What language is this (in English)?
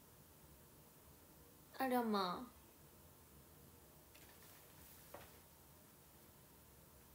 Japanese